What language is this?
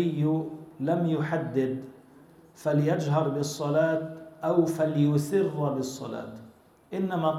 Arabic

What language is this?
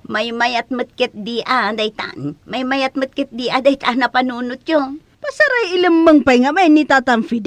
Iloko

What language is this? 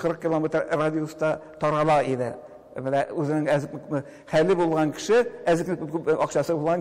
Tatar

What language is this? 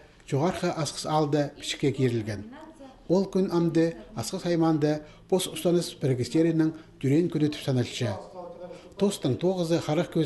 Khakas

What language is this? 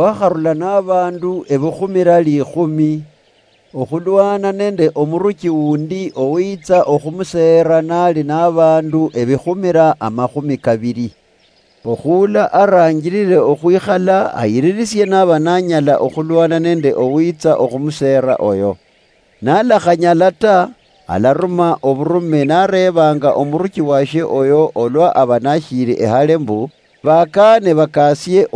Luyia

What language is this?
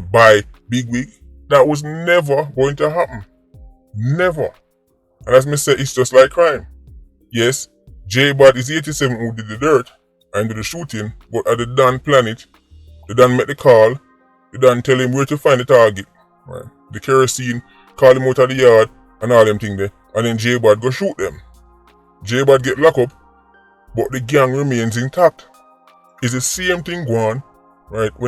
Jamaican Creole English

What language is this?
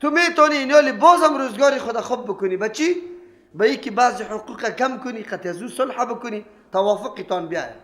Persian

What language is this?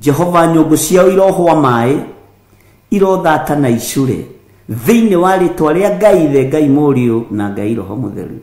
Kikuyu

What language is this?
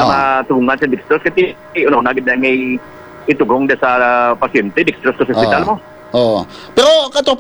Hiligaynon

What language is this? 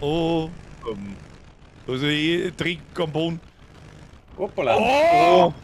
Bavarian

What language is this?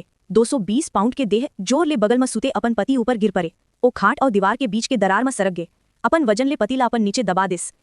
Chhattisgarhi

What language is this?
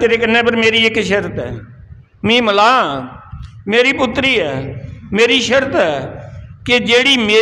Dogri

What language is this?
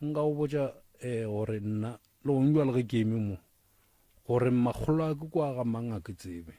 Northern Sotho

